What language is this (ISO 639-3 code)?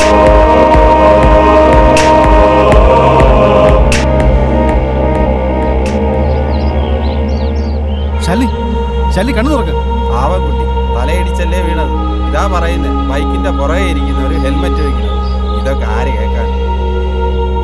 mal